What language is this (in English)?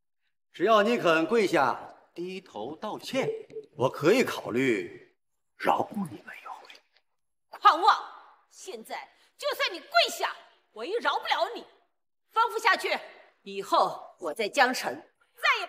Chinese